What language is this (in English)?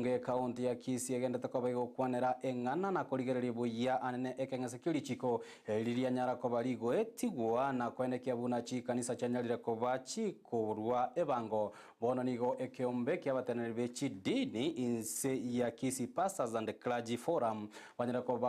Gusii